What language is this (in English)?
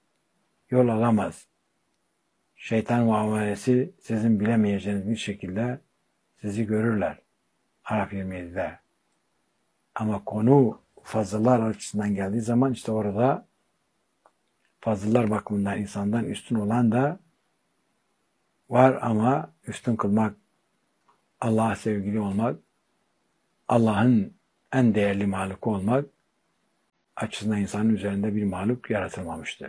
Turkish